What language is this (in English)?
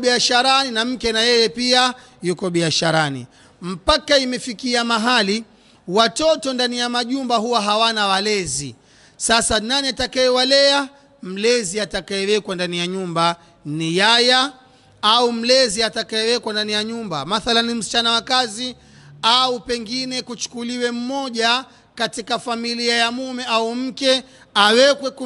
Swahili